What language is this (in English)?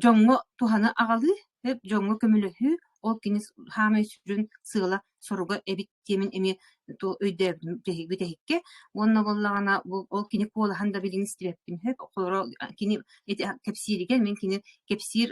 Yakut